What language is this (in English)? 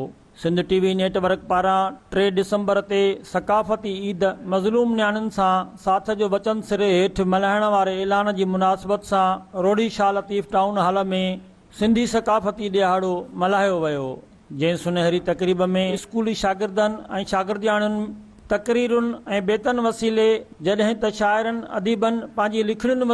Sindhi